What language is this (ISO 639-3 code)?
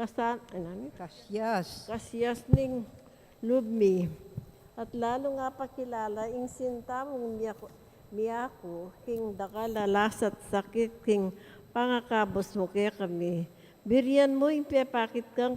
pam